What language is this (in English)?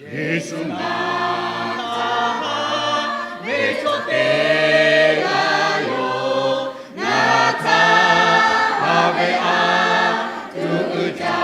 Lahu